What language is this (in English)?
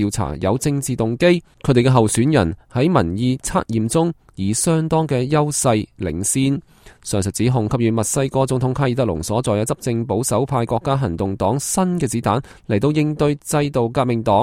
Cantonese